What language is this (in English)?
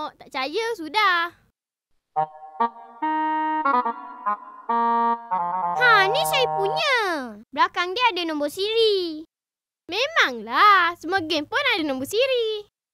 Malay